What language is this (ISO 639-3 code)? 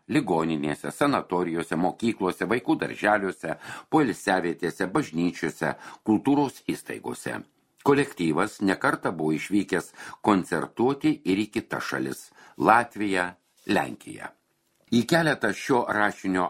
lit